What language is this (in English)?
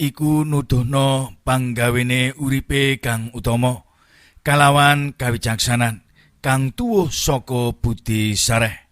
Javanese